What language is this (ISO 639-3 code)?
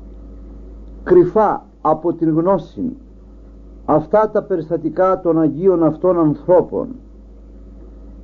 ell